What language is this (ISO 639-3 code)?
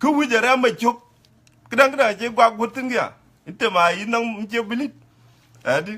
din